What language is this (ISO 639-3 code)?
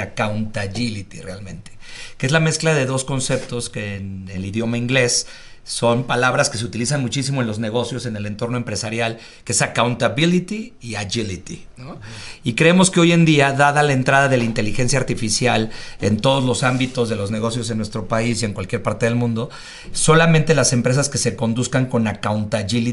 spa